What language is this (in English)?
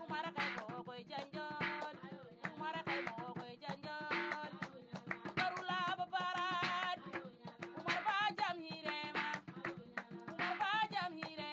Fula